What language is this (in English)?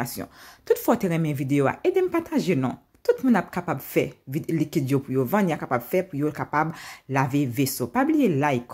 Haitian Creole